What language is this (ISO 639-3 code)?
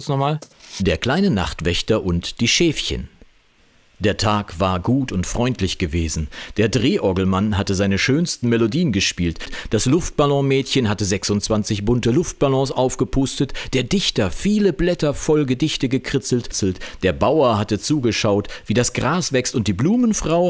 deu